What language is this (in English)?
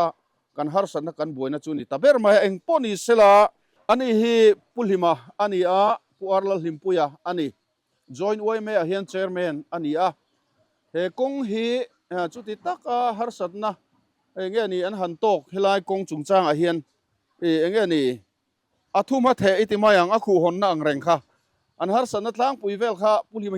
Mizo